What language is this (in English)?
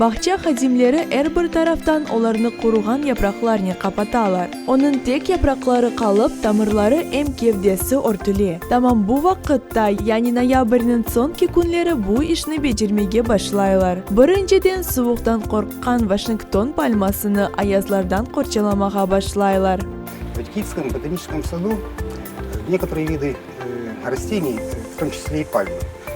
Crimean Tatar